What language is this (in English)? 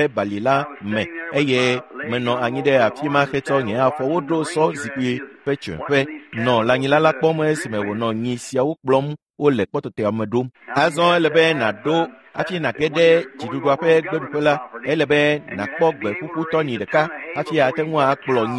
Ewe